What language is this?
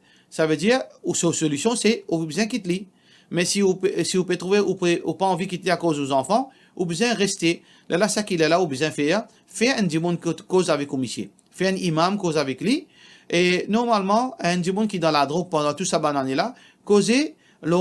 Morisyen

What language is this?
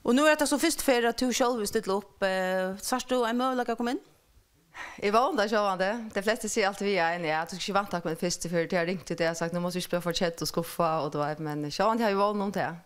Faroese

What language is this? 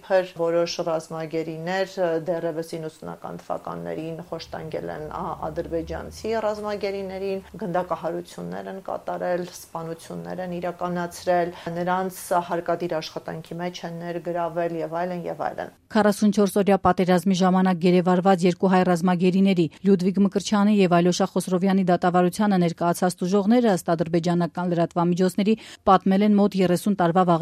Armenian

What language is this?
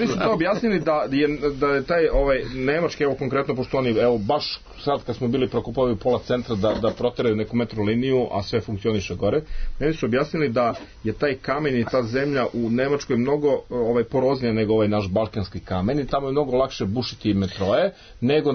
Serbian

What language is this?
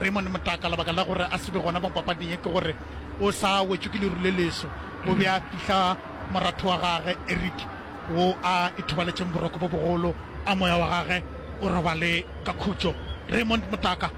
Northern Sotho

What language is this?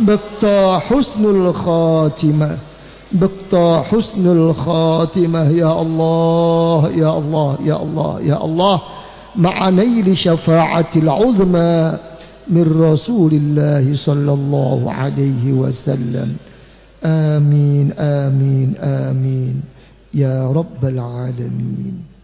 Javanese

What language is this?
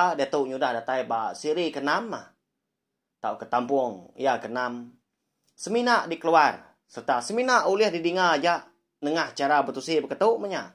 Iban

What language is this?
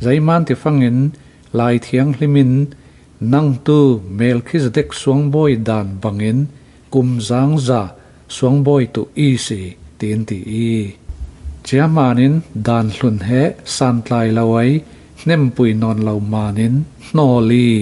Falam Chin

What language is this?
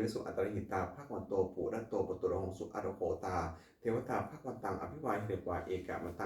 Pali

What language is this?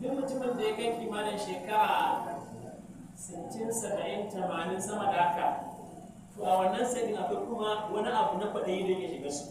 Hausa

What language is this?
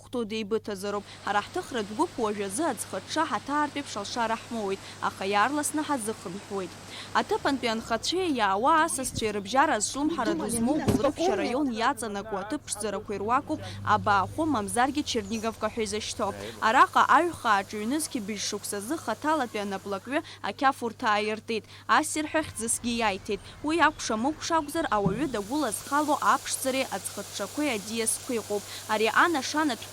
Abkhazian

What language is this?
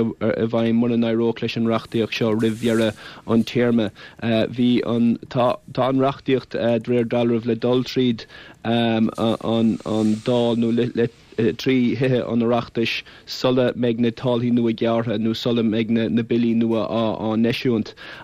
Irish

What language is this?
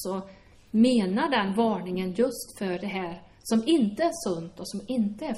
Swedish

